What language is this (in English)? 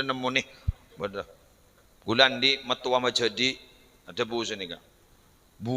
Madurese